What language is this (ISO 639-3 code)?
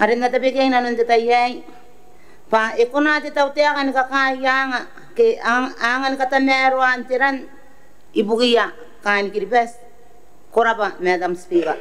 gil